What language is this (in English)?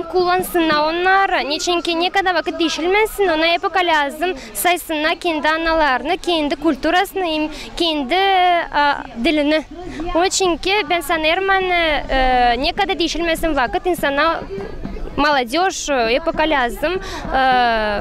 Gagauz